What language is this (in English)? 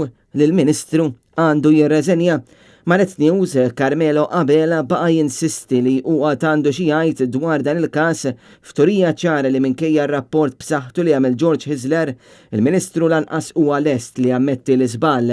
Maltese